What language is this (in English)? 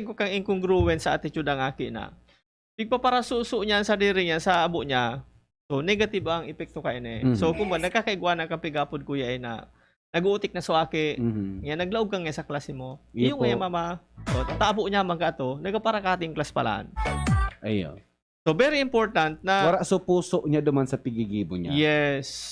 Bikol